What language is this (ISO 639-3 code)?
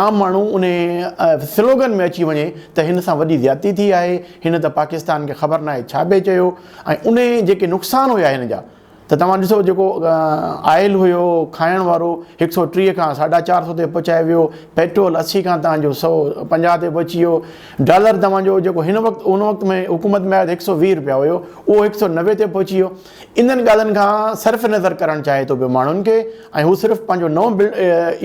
snd